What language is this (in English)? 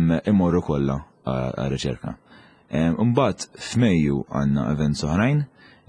Maltese